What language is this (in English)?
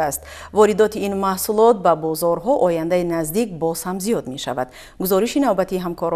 Tajik